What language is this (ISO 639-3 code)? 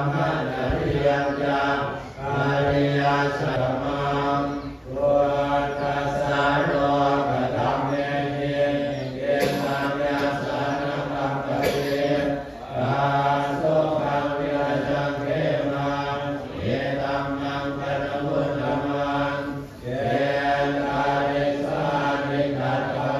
pli